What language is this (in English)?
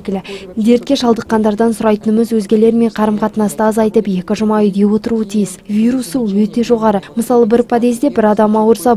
Kazakh